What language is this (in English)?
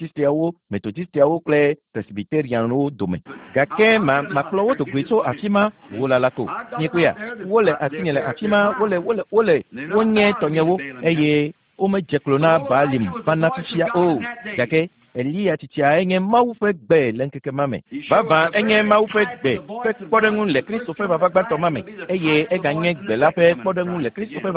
Ewe